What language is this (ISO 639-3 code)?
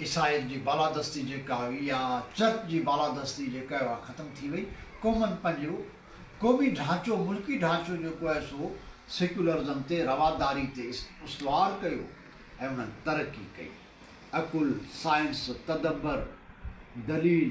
snd